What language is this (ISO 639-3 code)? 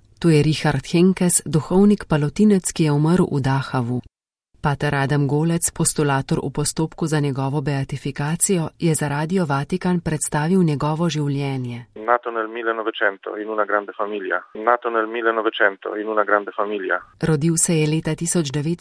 slv